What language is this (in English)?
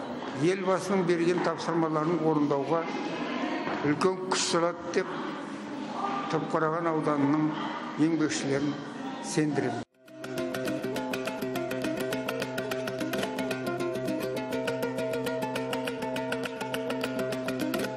Kazakh